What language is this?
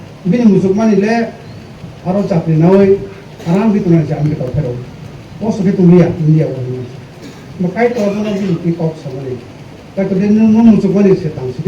Kok Borok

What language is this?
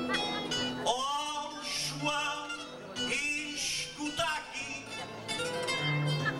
Portuguese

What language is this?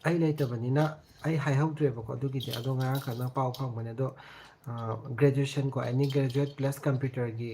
Manipuri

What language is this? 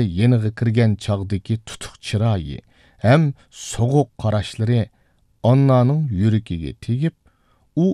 Uyghur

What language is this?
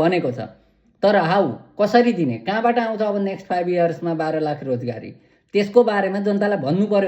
Nepali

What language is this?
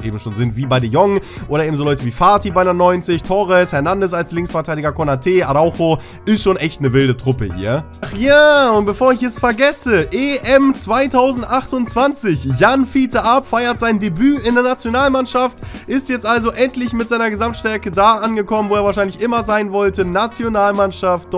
German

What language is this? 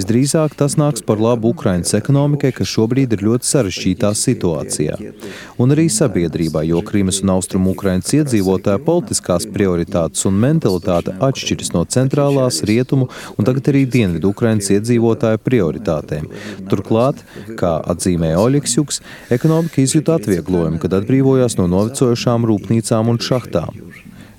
Latvian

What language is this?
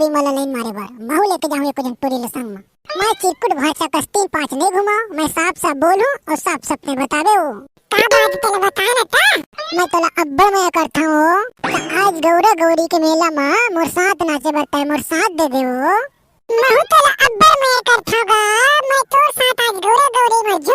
Chhattisgarhi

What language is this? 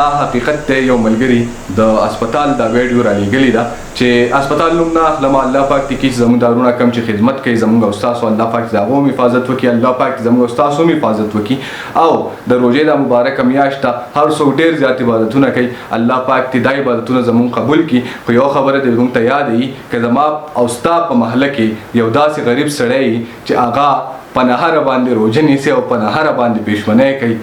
Pashto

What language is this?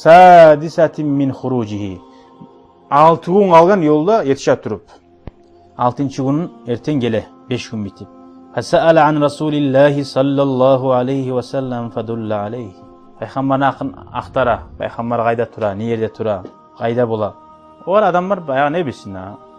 Kumyk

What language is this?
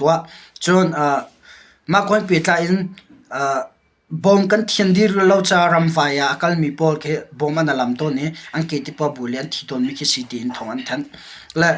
Hakha Chin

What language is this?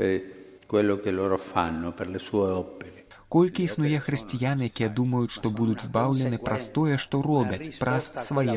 Belarusian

